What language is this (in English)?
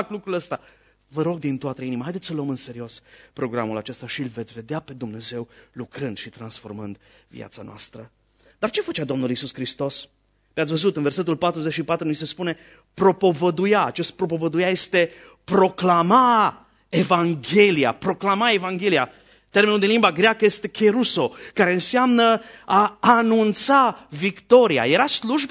Romanian